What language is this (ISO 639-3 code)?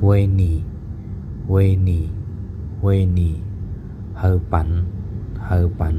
shn